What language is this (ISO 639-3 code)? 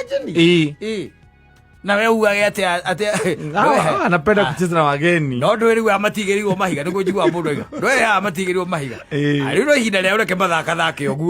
kik